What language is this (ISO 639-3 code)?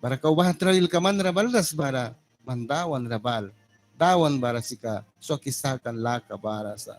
miq